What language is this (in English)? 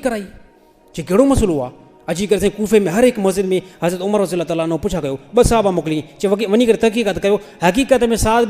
Sindhi